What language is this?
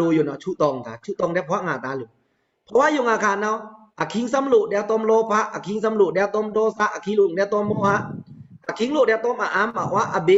Pa'o Karen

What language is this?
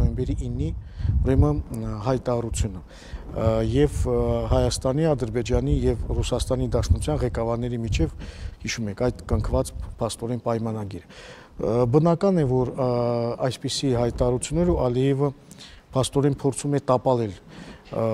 Armenian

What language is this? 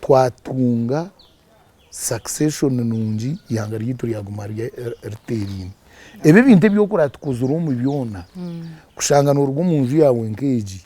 Nyankole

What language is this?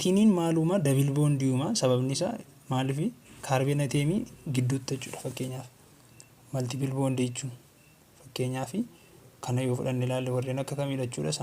Oromo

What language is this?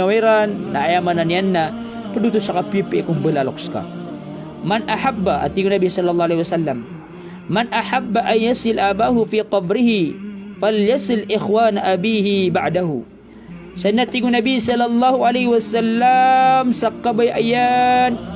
Maranao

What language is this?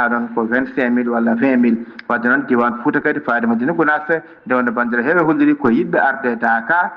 Fula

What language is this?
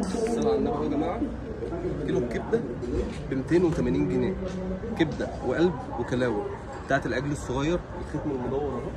Egyptian Arabic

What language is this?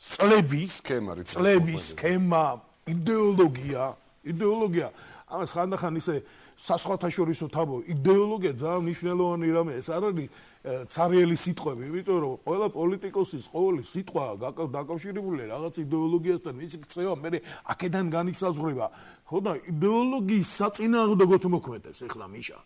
Georgian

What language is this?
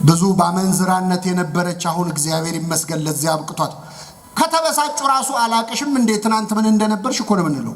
Amharic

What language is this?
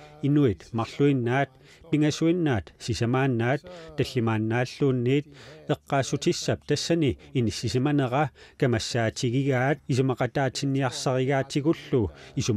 Kalaallisut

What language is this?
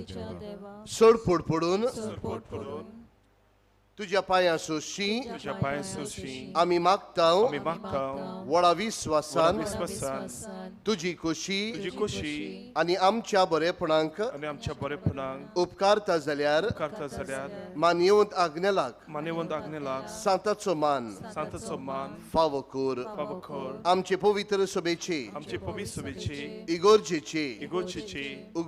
Konkani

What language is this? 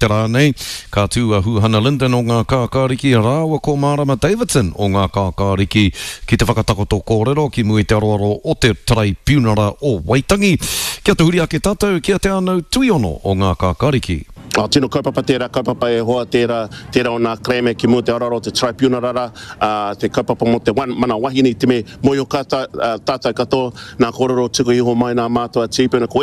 Māori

